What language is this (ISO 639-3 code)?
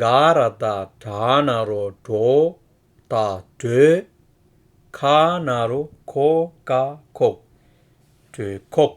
bod